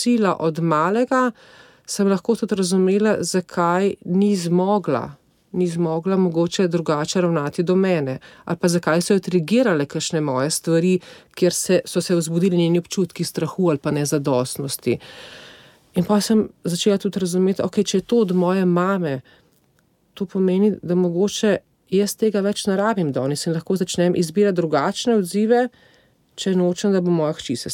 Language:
Slovenian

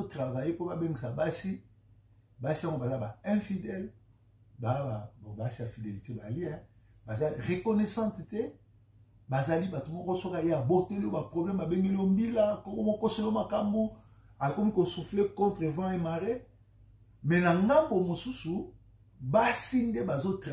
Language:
Lingala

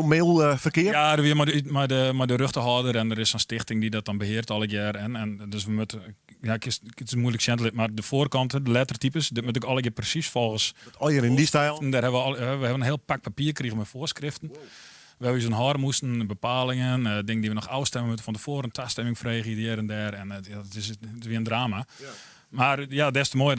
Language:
Western Frisian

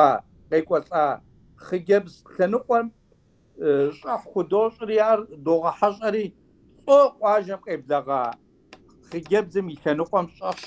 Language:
Kabardian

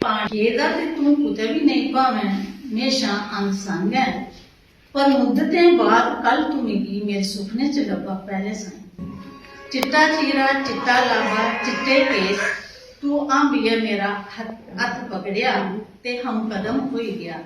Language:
Dogri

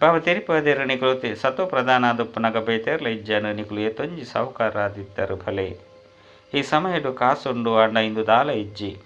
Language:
Tulu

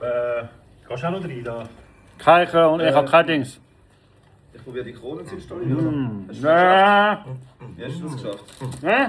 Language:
Swiss German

